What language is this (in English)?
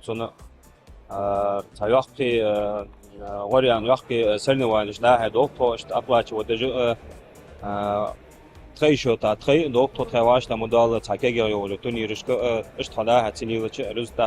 Ingush